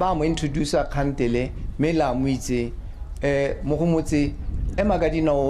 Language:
Tswana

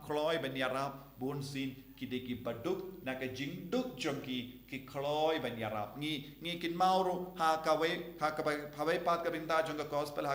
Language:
Khasi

